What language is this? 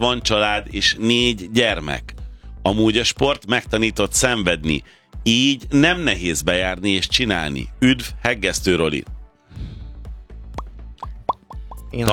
Hungarian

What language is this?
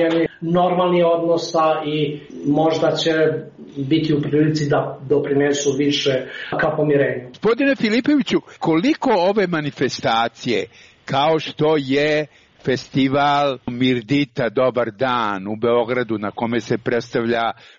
Serbian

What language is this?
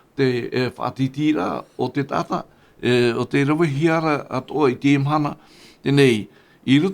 Tahitian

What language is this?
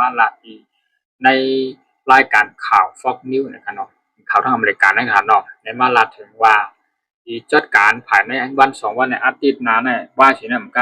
Shan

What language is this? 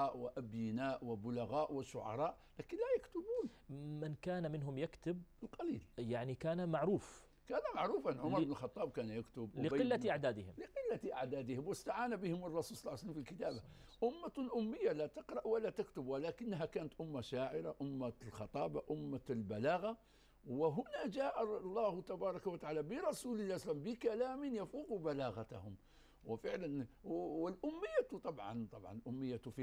Arabic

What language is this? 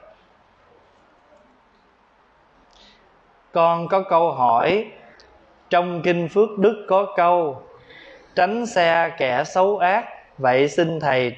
Vietnamese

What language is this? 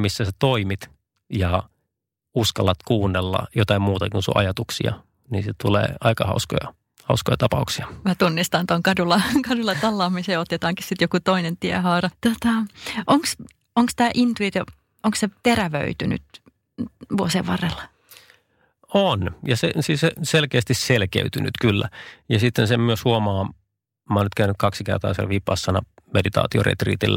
Finnish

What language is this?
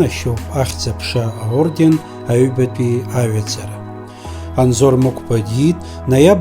Abkhazian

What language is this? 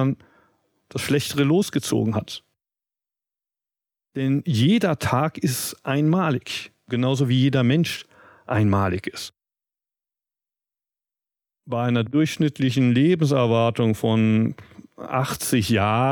German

